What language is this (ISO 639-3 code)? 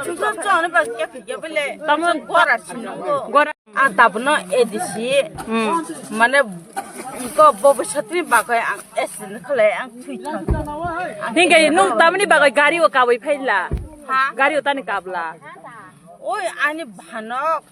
trp